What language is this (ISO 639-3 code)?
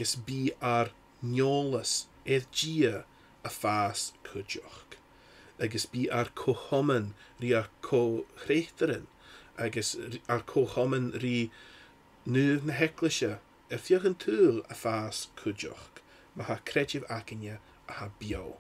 gla